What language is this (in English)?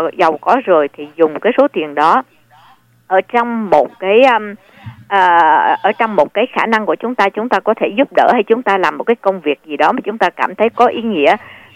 Vietnamese